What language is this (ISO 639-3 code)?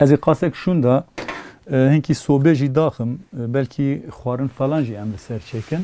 kur